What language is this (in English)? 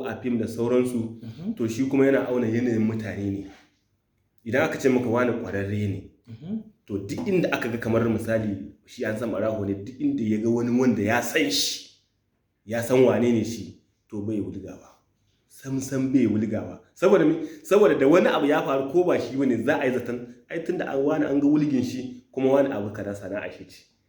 Hausa